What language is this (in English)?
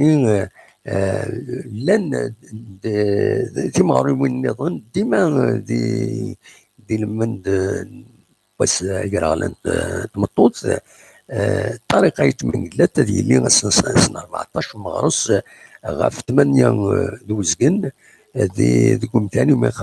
Kabyle